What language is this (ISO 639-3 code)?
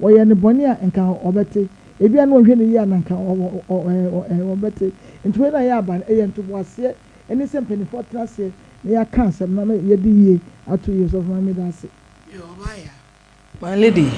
aka